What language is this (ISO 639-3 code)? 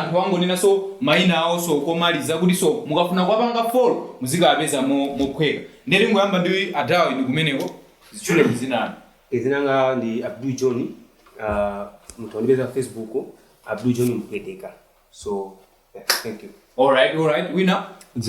nya